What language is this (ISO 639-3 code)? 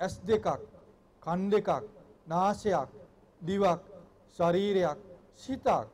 sin